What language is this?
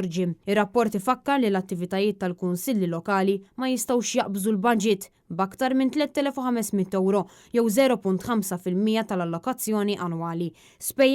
Maltese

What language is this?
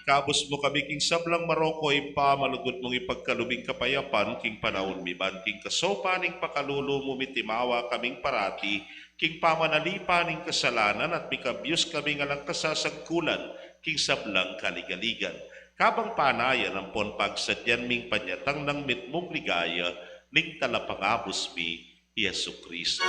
Pampanga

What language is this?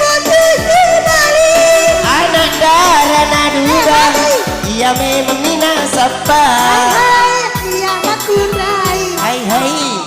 Buginese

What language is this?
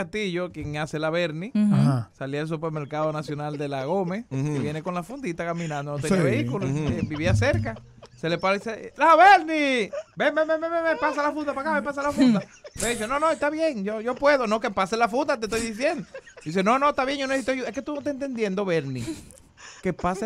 Spanish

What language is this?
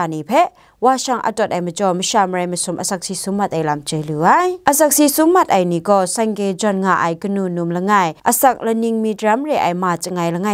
Kachin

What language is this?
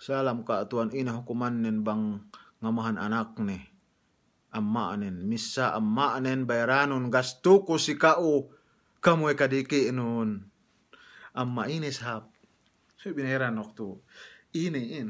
Yakan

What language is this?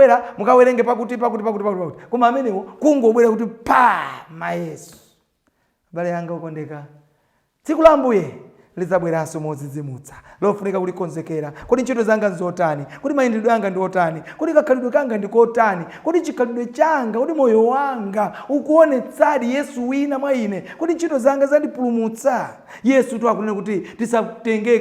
Nyanja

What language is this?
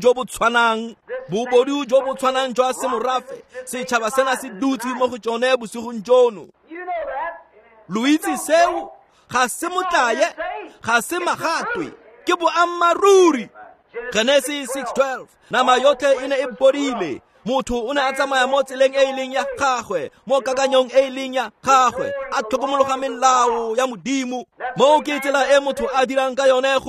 Tswana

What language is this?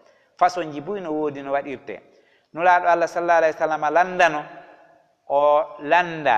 Fula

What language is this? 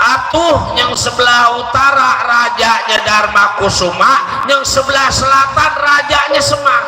Betawi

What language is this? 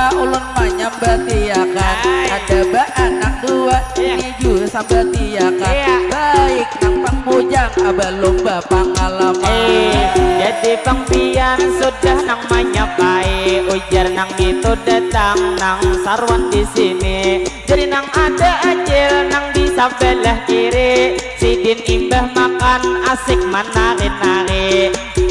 Banjar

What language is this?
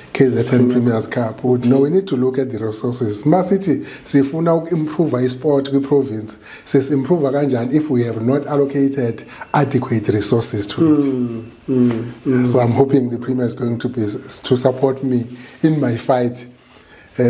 Zulu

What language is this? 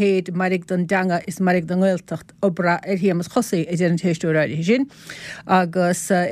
Irish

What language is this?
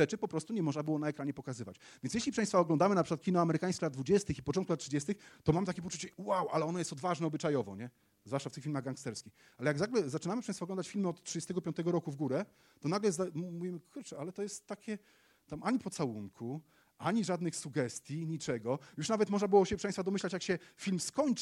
Polish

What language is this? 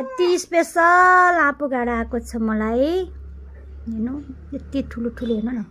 Nepali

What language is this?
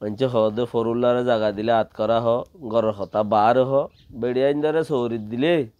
Rohingya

